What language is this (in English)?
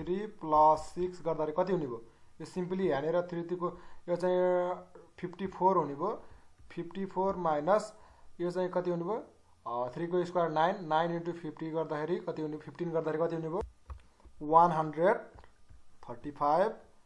Nepali